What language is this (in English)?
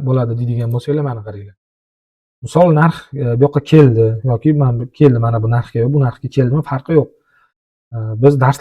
Uzbek